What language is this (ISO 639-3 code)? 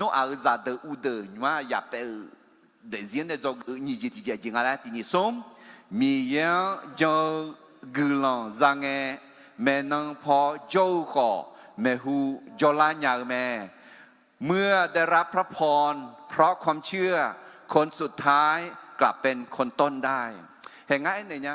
ahk